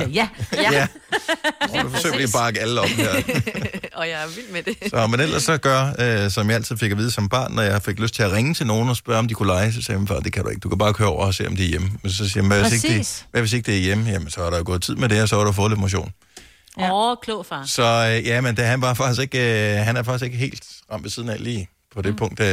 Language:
Danish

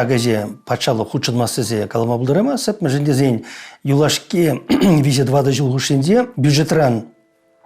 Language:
Chuvash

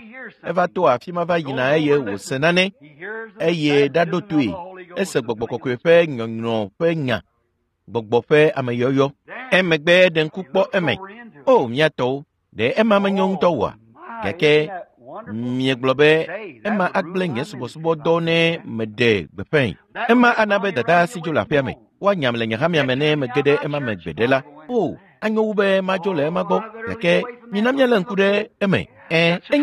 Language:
Ewe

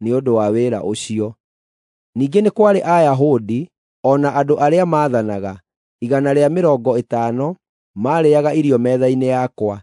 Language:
Kikuyu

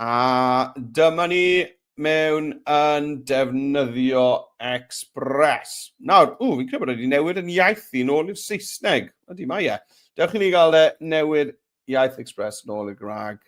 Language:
Welsh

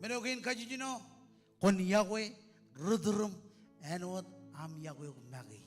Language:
Marshallese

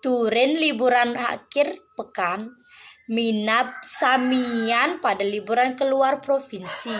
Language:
Balinese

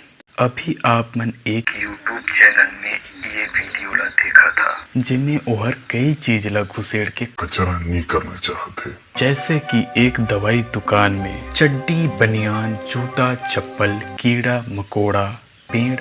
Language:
Chhattisgarhi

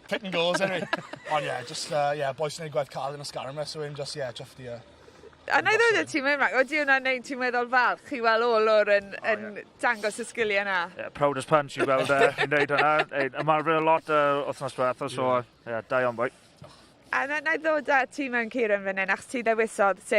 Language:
Welsh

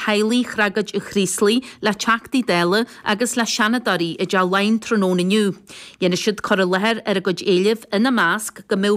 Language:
Irish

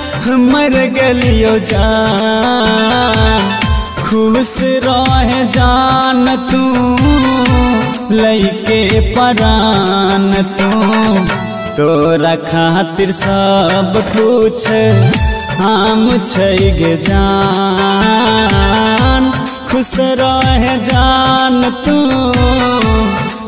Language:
Bhojpuri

